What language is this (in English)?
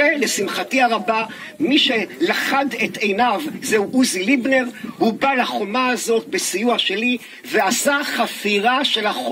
Hebrew